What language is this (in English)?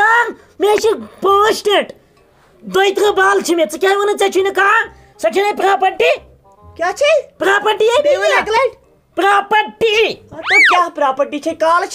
Kashmiri